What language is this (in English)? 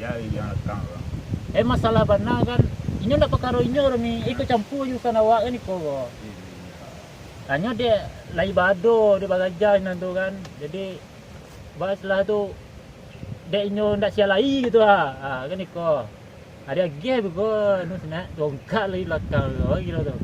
Minangkabau